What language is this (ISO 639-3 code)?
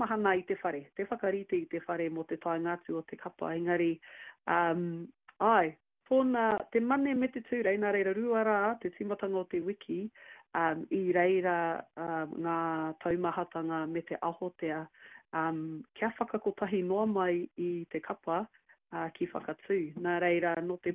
mri